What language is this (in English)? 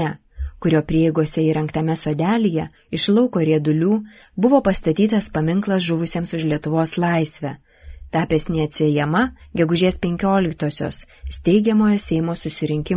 Lithuanian